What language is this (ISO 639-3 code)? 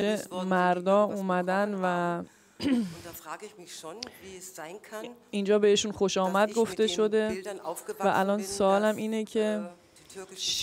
fas